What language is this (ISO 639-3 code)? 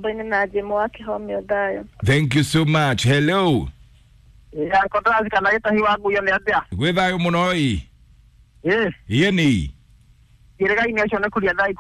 kik